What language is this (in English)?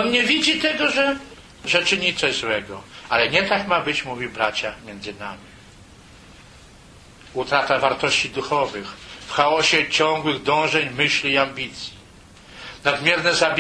Polish